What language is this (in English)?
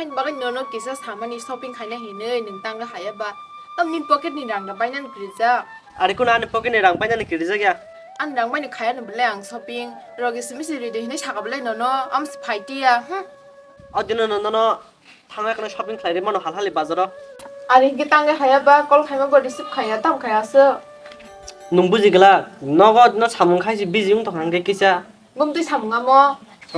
Kok Borok